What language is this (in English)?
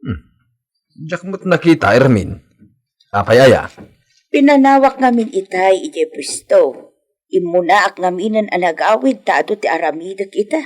Iloko